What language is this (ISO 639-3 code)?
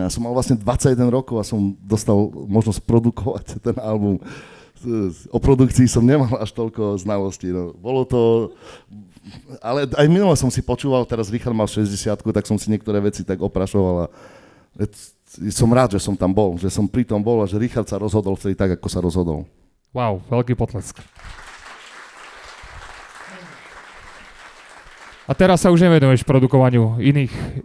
slk